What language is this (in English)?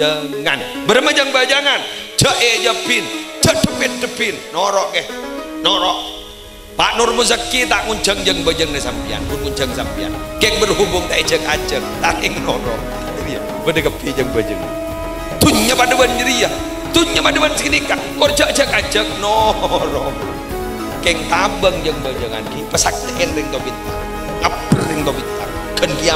Madurese